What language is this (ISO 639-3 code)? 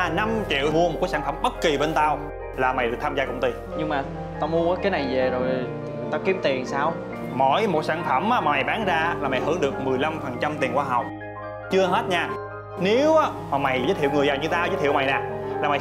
vie